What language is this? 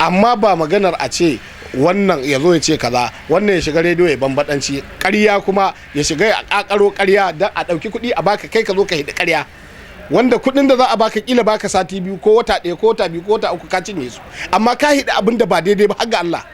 Hausa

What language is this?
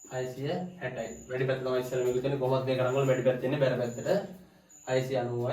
Sinhala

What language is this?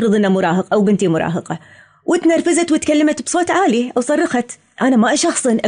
Gulf Arabic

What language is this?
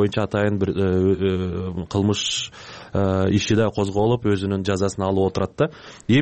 Kyrgyz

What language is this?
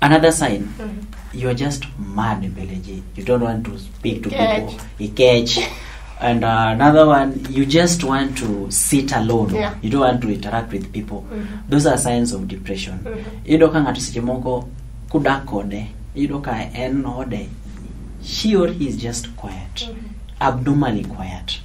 Luo (Kenya and Tanzania)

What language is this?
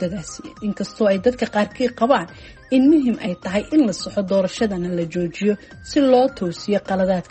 Somali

